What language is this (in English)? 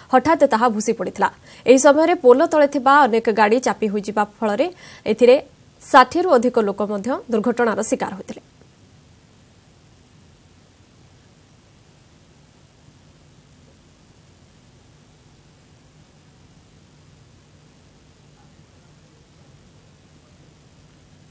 Odia